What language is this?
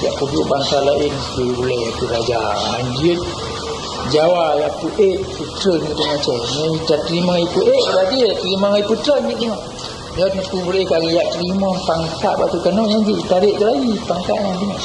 Achinese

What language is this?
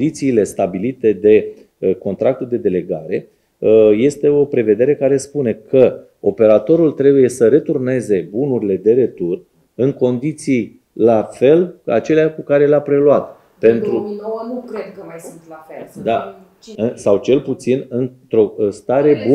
Romanian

